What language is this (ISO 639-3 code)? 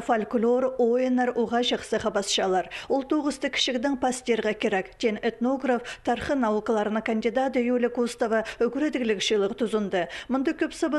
kjh